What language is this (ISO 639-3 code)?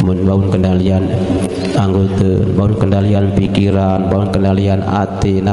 sas